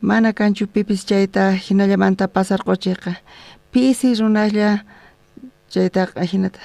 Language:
South Bolivian Quechua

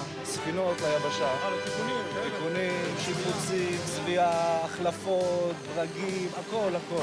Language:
Hebrew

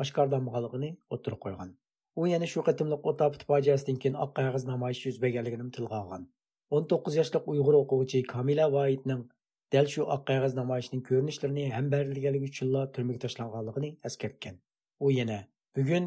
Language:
Uyghur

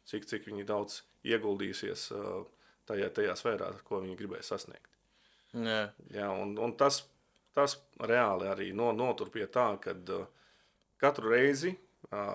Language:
Latvian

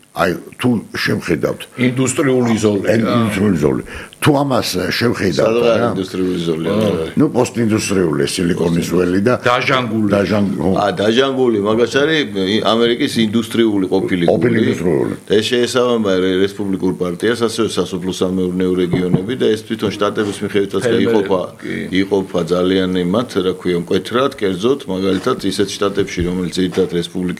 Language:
Georgian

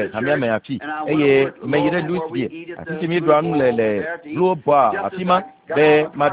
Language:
Ewe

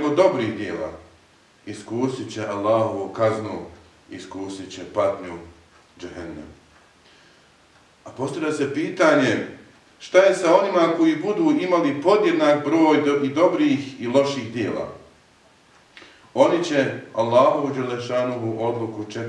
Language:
Bosnian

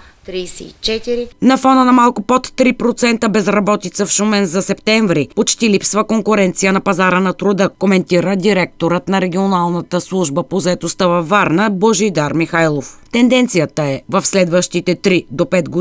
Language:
Bulgarian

